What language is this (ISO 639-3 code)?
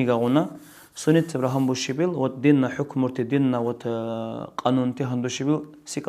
dar